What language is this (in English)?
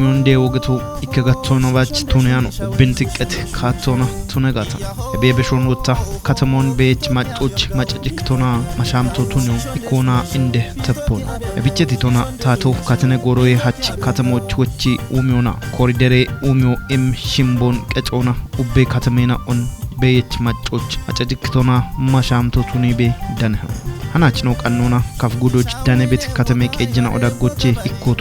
Kafa